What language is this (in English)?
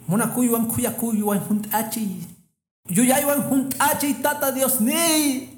Quechua